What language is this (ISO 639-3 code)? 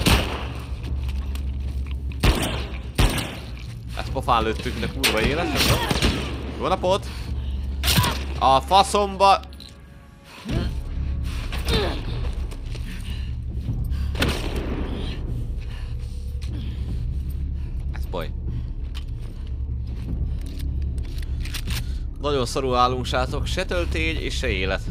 hun